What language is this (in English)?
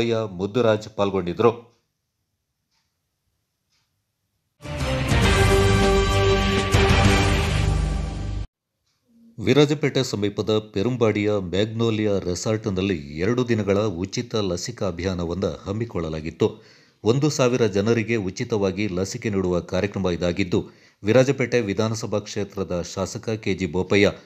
Kannada